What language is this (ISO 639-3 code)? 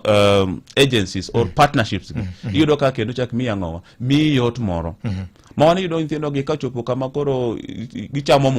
luo